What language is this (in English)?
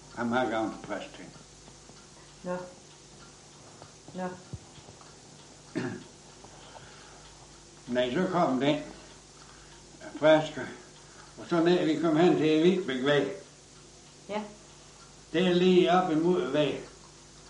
Danish